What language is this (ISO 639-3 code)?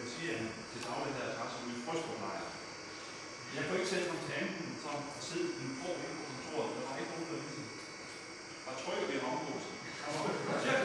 dan